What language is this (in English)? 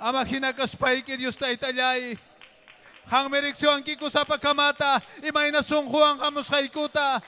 Ayacucho Quechua